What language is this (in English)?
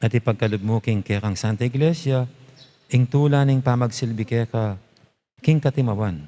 Pampanga